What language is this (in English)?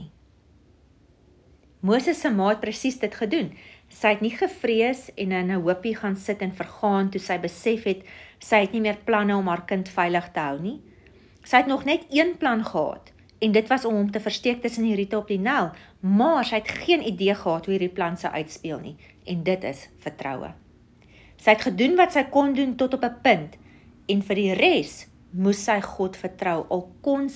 Afrikaans